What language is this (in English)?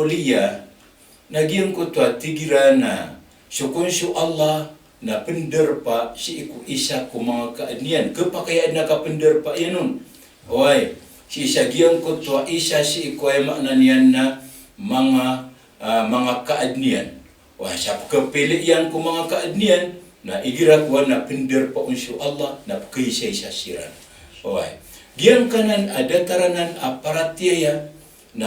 Maranao